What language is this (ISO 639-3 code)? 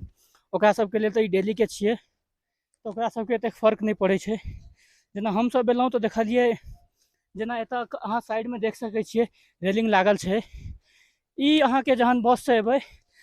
mai